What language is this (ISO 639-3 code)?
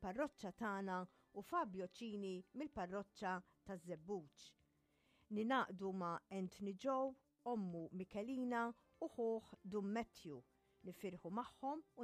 mlt